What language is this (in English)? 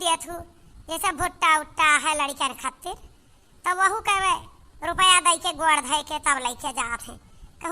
Awadhi